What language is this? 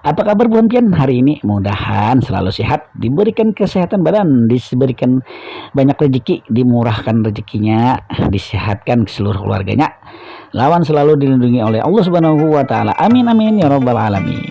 Banjar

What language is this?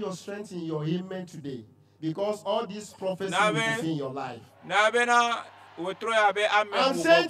Ewe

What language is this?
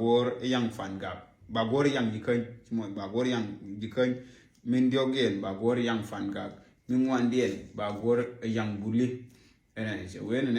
Nuer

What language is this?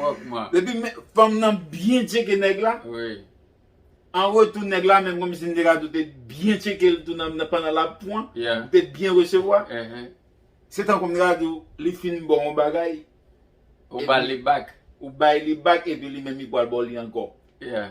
Haitian Creole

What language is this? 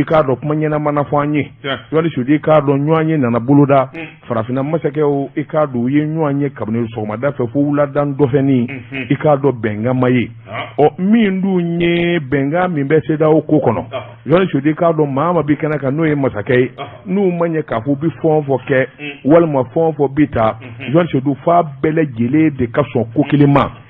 Bambara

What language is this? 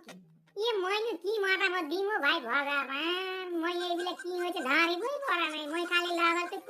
Assamese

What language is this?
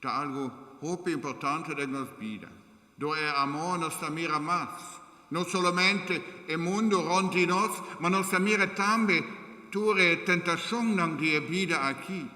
Papiamento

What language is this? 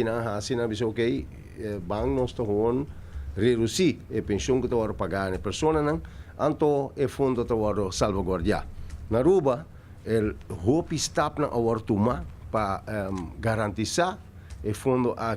Papiamento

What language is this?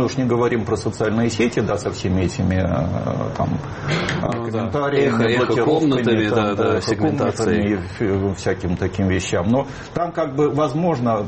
Russian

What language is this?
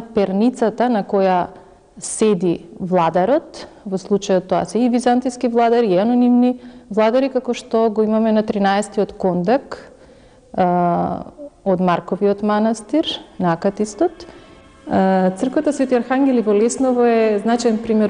Macedonian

